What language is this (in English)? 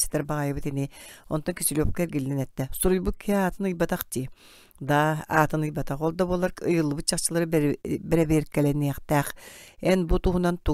Yakut